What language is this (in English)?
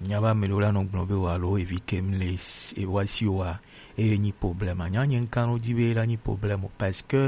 Gen